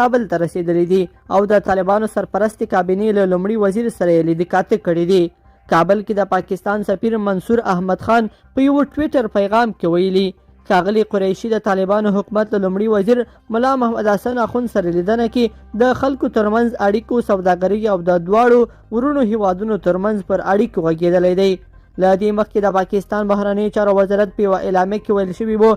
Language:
Pashto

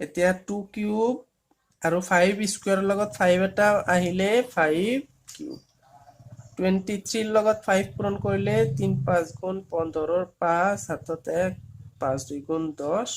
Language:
Assamese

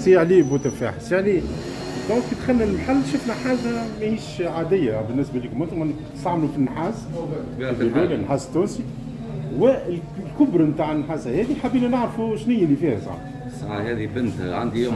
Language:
Tunisian Arabic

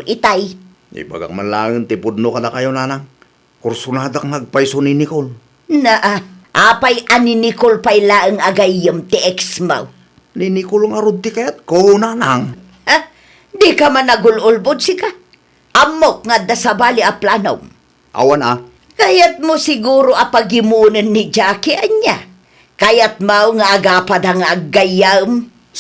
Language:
Iloko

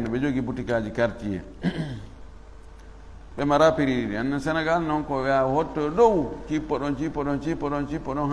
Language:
Fula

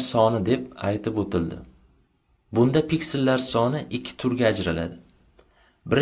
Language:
Uzbek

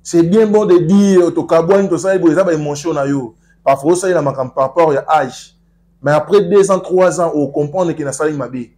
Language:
Lingala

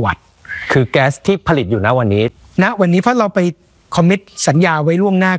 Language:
Thai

